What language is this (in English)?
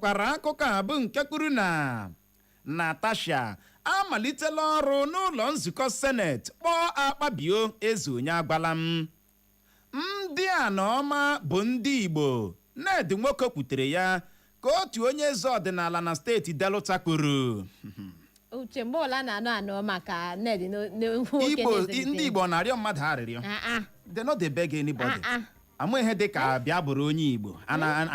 Igbo